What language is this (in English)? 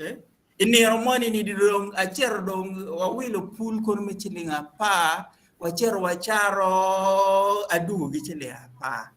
Acoli